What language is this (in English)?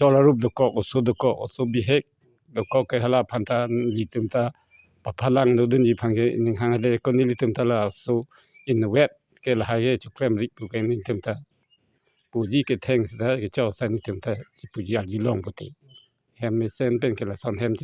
Karbi